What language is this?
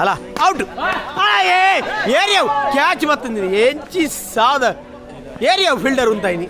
Tulu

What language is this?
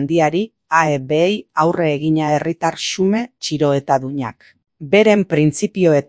Basque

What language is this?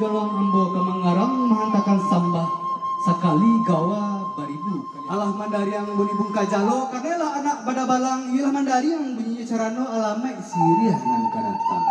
Minangkabau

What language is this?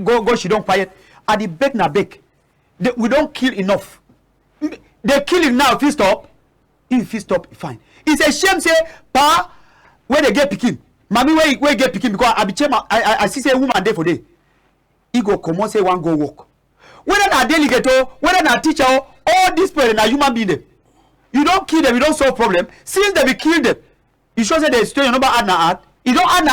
Cameroon Pidgin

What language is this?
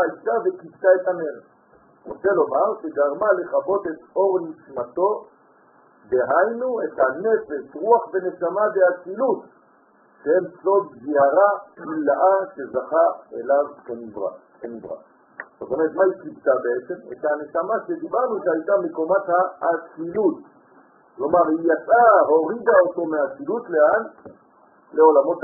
Hebrew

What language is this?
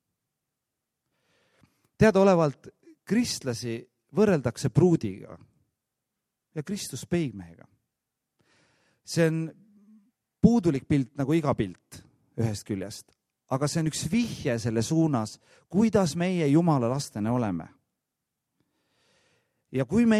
Estonian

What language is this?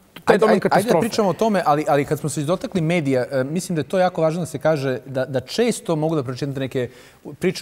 Bosnian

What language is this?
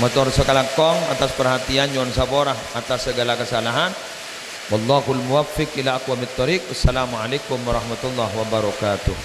Madurese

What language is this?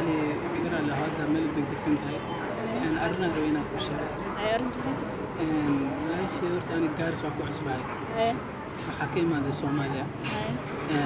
Somali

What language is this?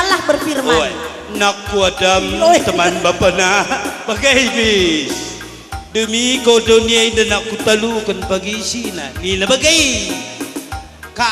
Batak Karo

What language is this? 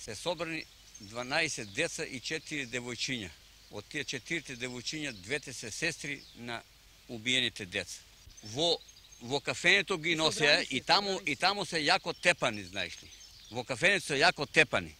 Macedonian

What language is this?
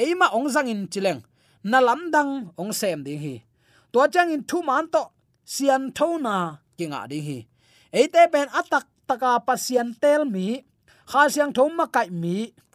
Tedim Chin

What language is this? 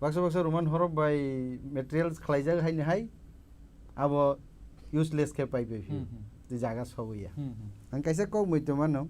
Kok Borok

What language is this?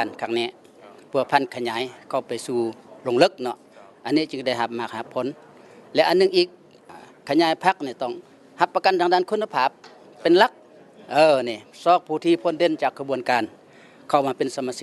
Lao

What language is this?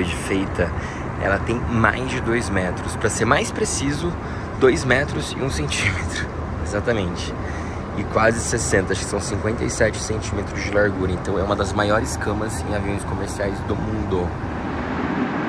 Portuguese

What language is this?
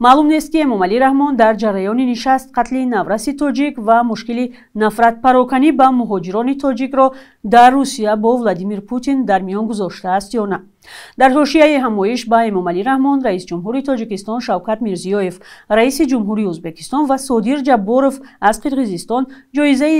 Tajik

